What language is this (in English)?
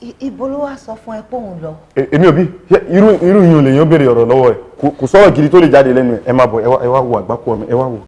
Yoruba